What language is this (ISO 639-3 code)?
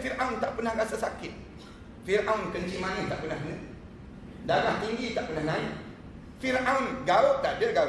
msa